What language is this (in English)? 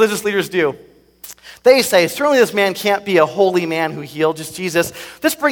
English